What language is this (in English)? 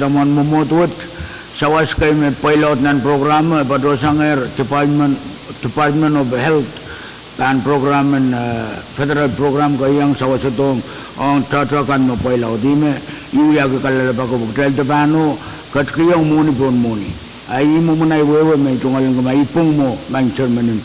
Pohnpeian